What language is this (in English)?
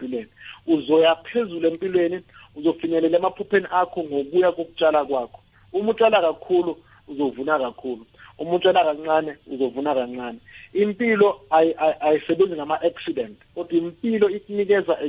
South Ndebele